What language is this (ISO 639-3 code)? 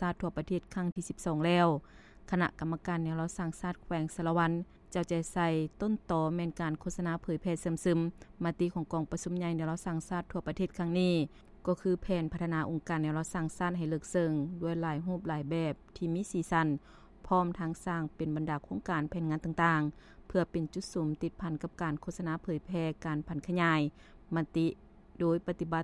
lao